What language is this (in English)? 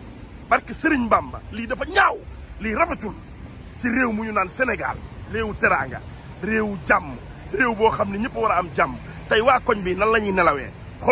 Wolof